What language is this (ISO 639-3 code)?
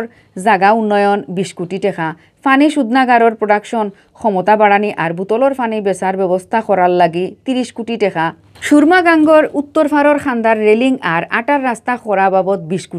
syl